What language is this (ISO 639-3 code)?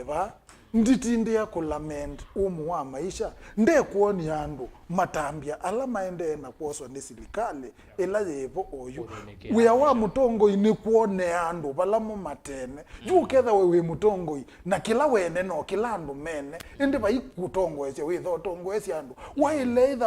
kam